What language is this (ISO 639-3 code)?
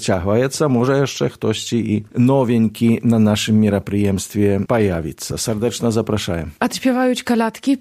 bel